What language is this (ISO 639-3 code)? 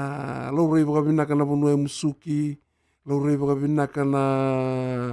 fij